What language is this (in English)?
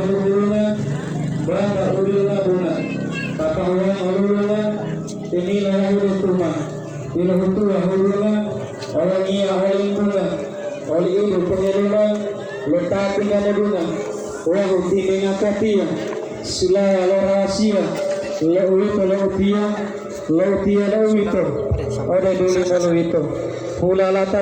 Gorontalo